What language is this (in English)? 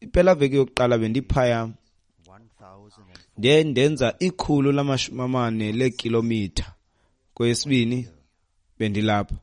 Xhosa